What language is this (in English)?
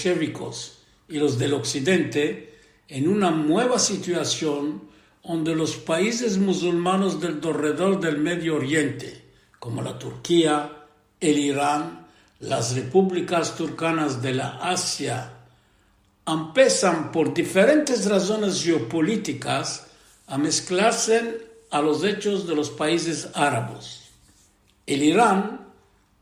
Ladino